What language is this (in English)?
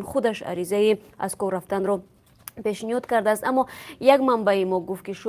Tajik